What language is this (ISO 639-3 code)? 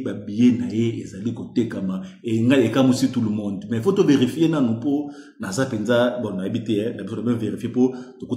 lin